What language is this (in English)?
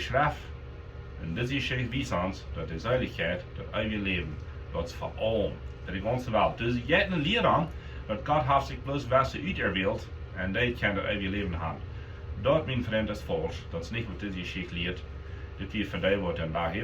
Plautdietsch